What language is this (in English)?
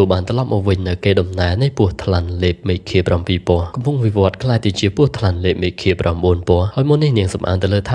Khmer